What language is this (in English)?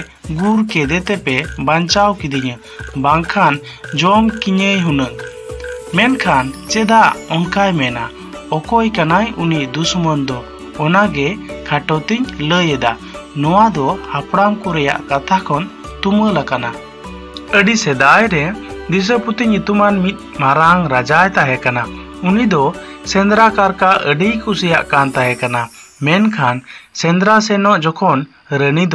Santali